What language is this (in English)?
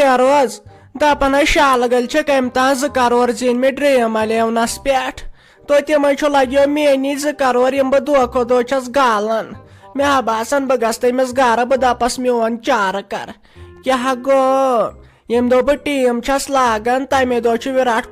Kashmiri